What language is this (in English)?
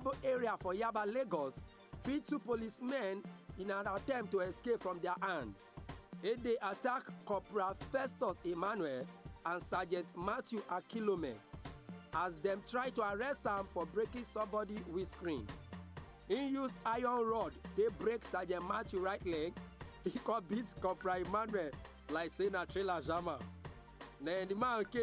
Nigerian Pidgin